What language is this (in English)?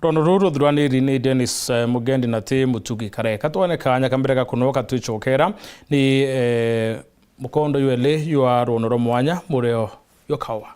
Meru